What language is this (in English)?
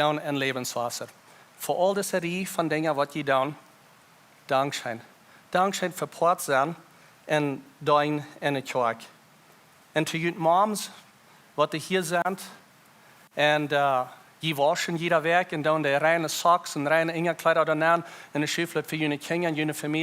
Plautdietsch